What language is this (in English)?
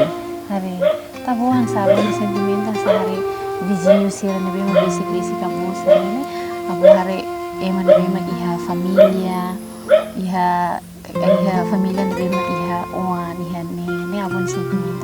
Tetum